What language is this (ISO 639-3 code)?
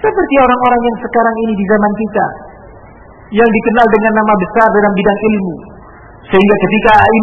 ind